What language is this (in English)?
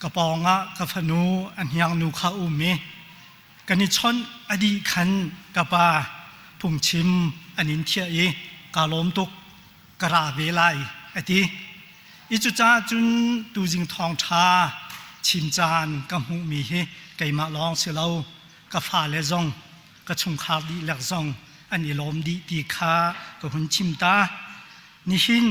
Hakha Chin